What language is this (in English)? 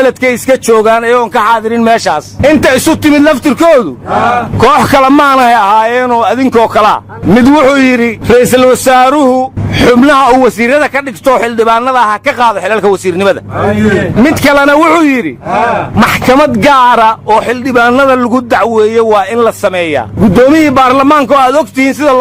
Somali